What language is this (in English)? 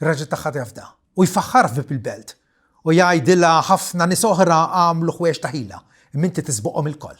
Maltese